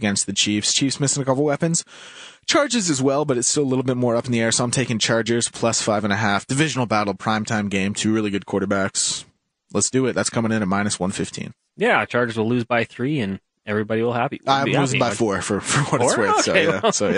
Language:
English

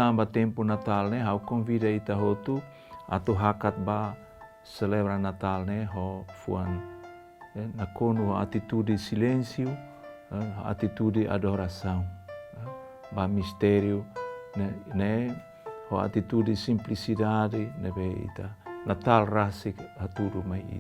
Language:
Tetum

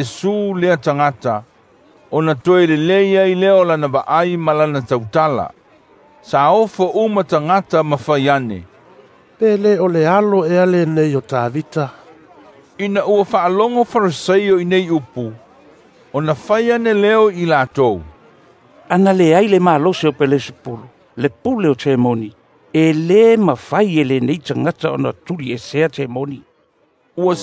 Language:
Samoan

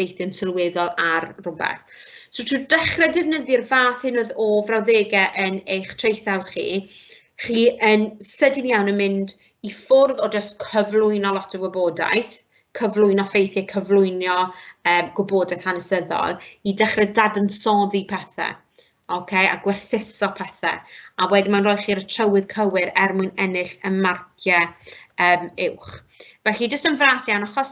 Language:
Welsh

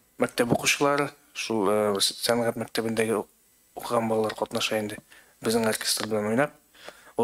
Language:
Tatar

